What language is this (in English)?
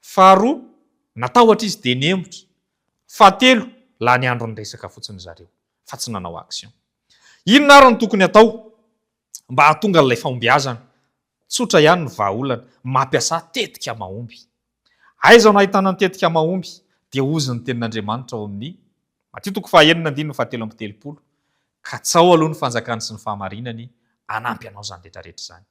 Malagasy